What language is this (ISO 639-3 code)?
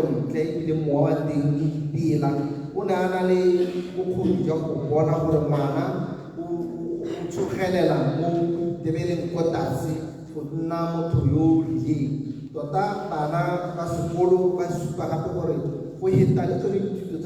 tsn